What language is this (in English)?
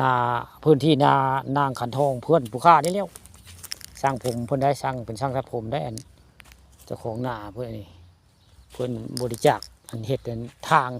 Northeastern Thai